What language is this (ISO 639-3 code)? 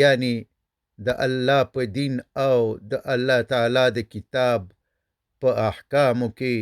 pus